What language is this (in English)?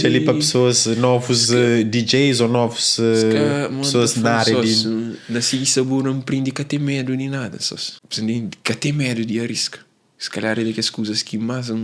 Kabuverdianu